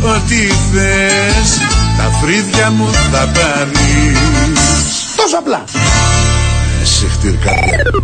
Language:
Greek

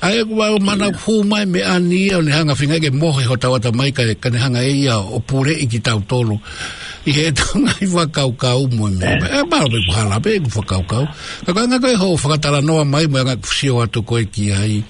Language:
Tongan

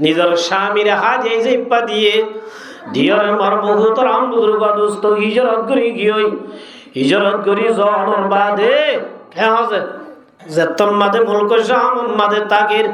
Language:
Rohingya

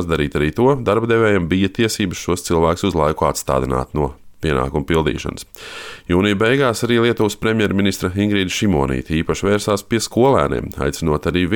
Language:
Latvian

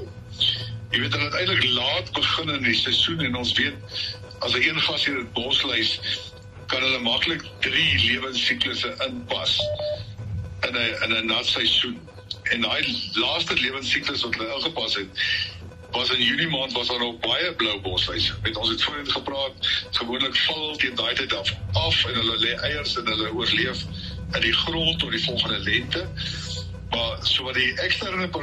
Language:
Afrikaans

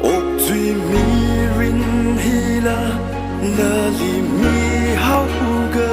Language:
Tangkhul Naga (India)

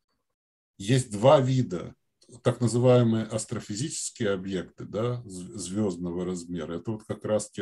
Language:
Russian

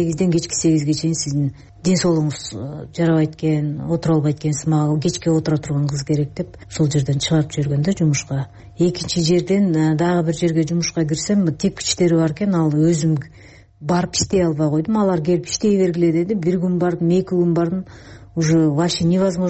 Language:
Kyrgyz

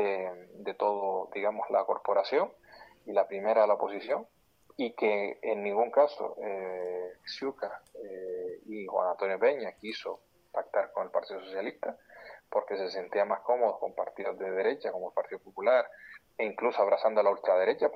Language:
Spanish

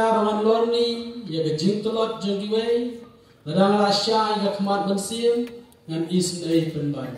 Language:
Khasi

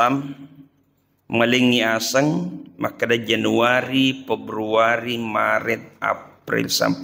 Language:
Buginese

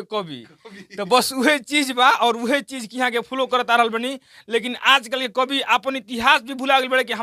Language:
Bhojpuri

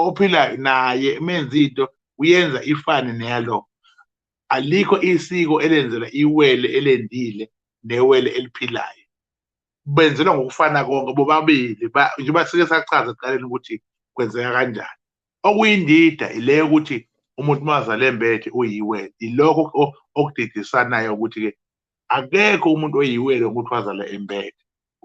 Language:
Zulu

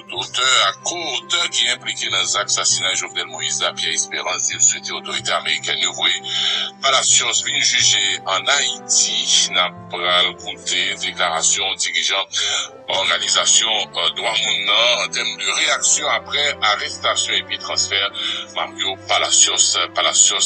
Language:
Haitian Creole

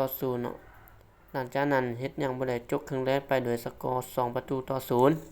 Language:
Lao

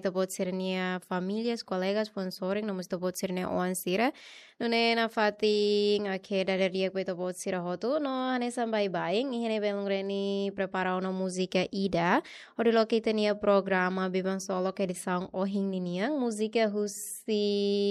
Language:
Tetum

